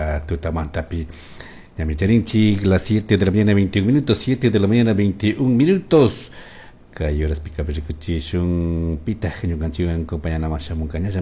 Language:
Chimborazo Highland Quichua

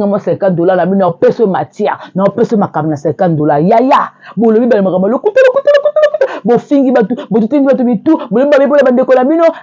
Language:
Lingala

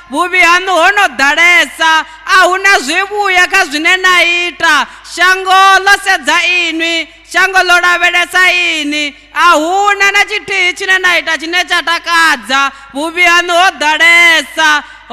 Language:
Venda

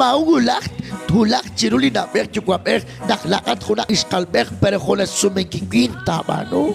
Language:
Kekchí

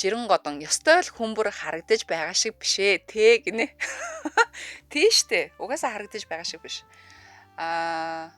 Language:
Mongolian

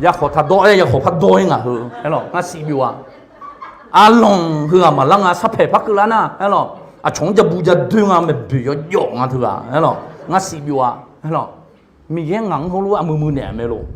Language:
Akha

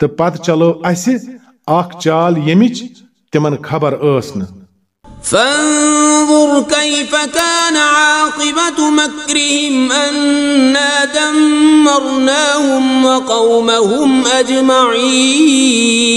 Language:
Kashmiri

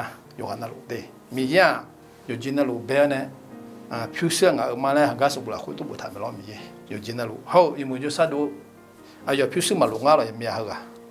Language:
Akha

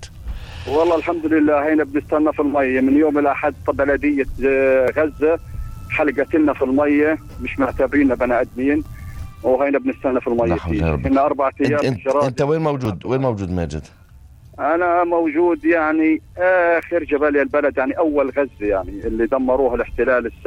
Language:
North Levantine Arabic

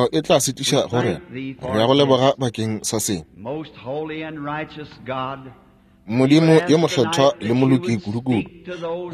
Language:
Northern Sotho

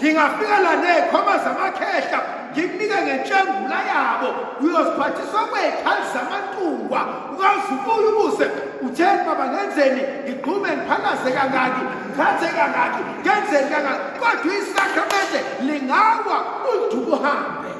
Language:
Zulu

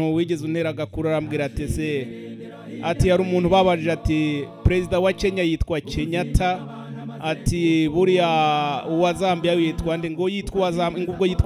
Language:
Kinyarwanda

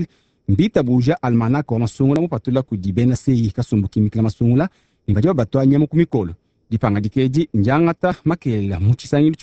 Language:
Luba-Lulua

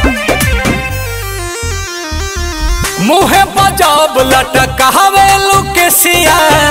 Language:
Bhojpuri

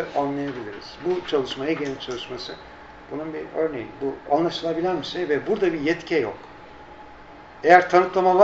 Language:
Turkish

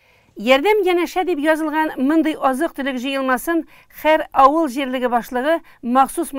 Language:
Tatar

